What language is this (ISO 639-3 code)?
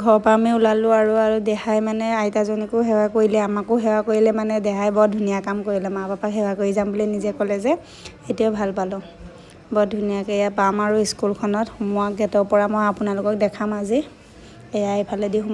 asm